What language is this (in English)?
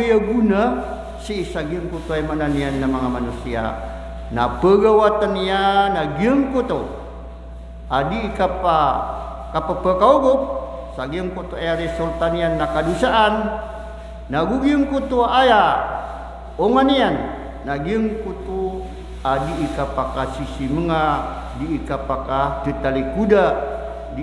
Maranao